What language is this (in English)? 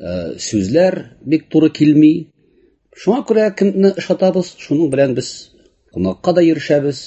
Tatar